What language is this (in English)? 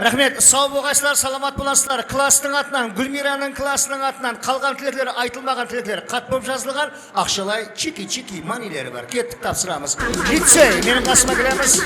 Kara-Kalpak